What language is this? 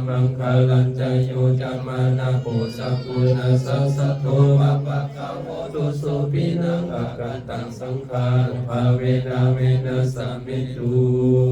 Pali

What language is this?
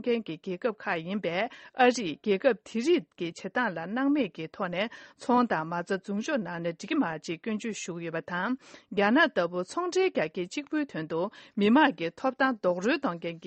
Tibetan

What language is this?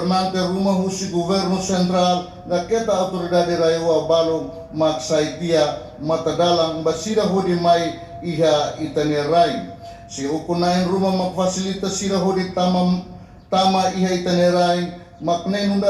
Tetum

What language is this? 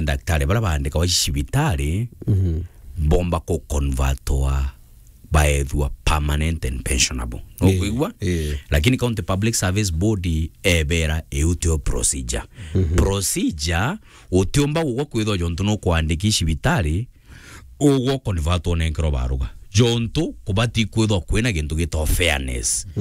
Meru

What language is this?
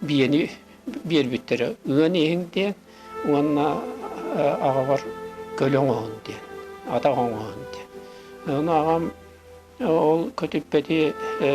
Yakut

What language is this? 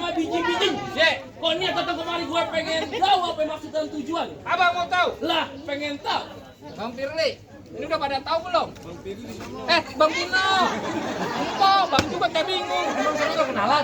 Betawi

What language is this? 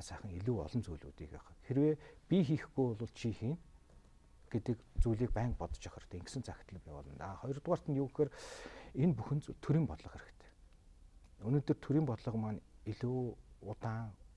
Mongolian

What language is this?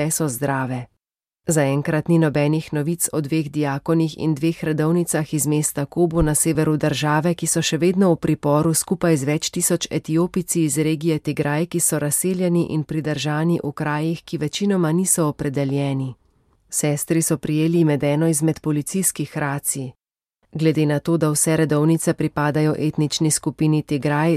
Slovenian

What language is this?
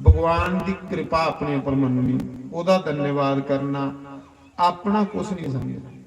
Dogri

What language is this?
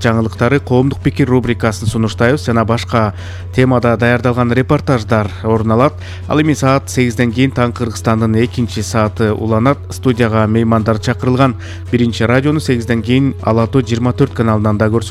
Kyrgyz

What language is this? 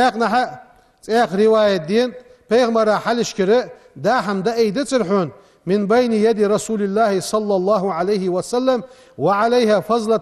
Ingush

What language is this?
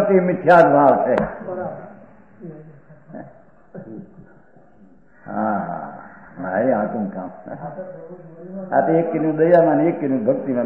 Gujarati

